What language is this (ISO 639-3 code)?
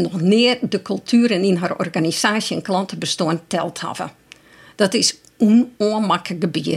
fry